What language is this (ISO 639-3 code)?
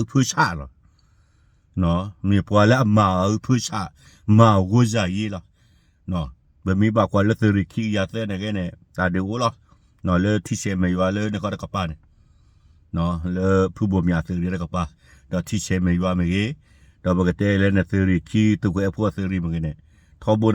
ksw